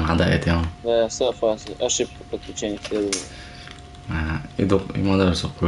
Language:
Chechen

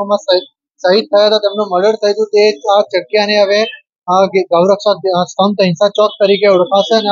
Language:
Gujarati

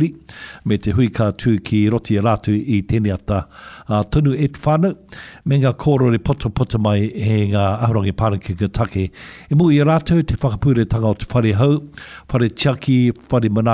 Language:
Māori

